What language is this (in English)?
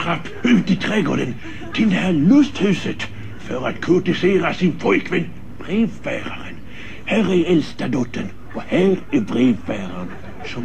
Swedish